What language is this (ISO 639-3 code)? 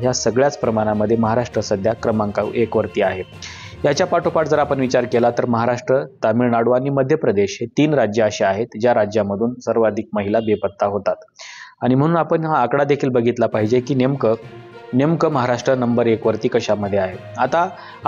mar